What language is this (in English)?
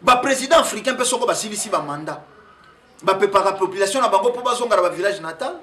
Lingala